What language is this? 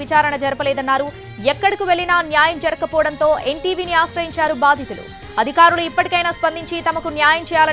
Telugu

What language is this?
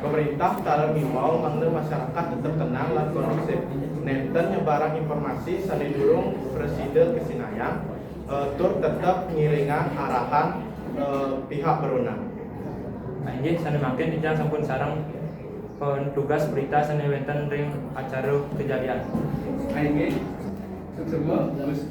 Balinese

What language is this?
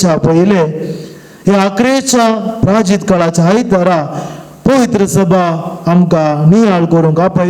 Konkani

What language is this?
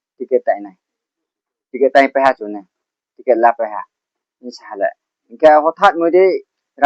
Riang (India)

